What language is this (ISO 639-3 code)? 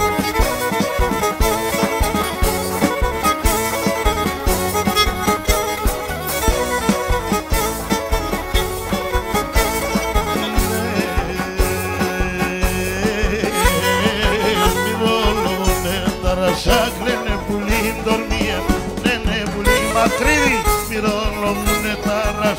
ell